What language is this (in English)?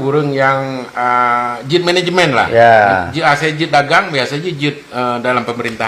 Achinese